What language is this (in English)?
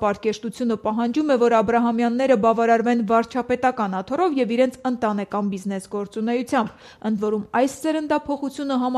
Armenian